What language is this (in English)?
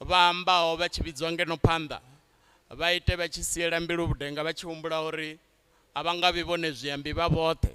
Venda